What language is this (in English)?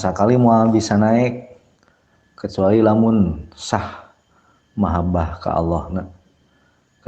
Sundanese